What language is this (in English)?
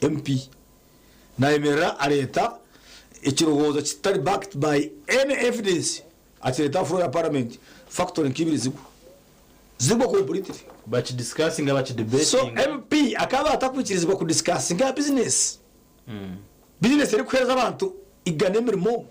Nyankole